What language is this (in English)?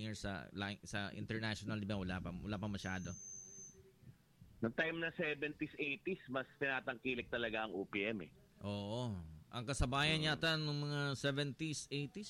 Filipino